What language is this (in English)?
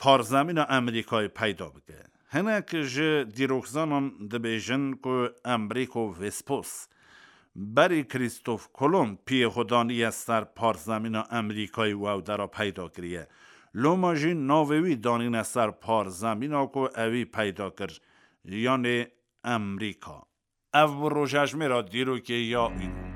Kurdish